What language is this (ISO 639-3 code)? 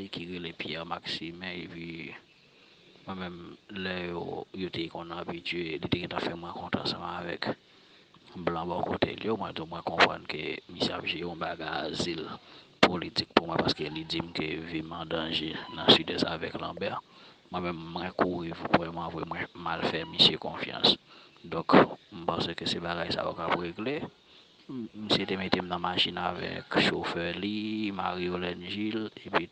hat